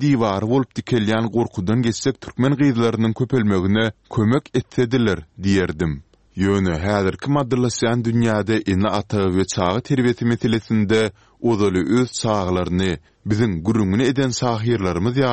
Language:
Turkmen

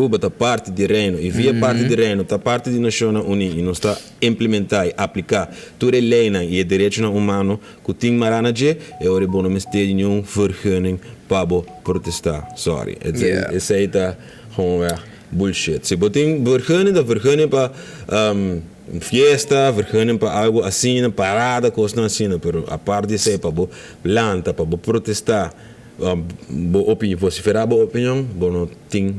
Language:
Papiamento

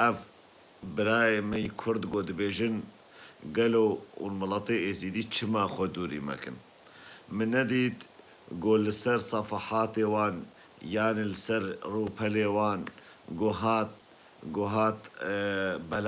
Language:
Kurdish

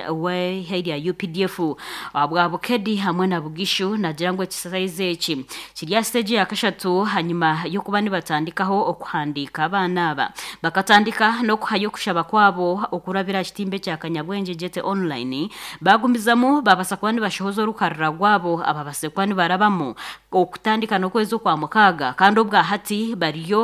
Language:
Nyankole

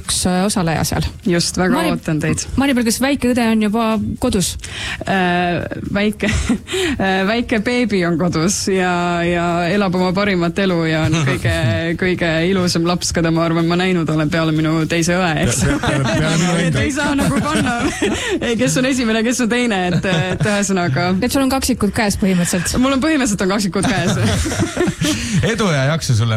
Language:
Estonian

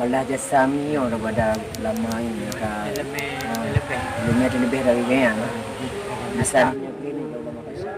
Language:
Achinese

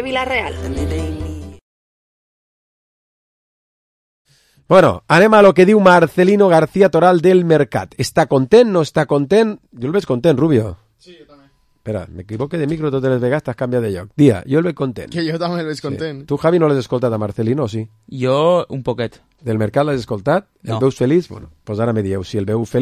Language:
Catalan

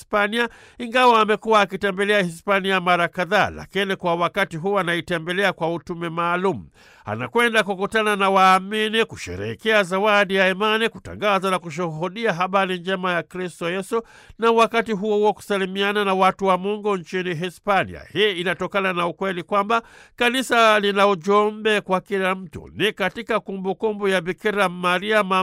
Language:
Swahili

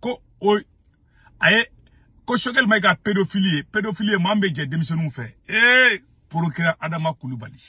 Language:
Bambara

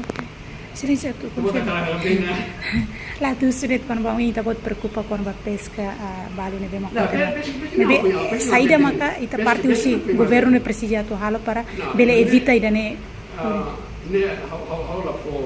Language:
Tetum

